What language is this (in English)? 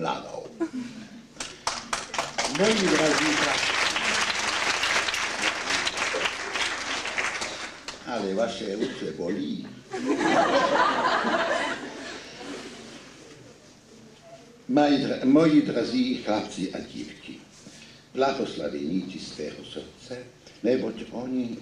Czech